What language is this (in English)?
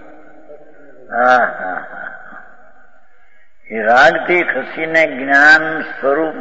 Gujarati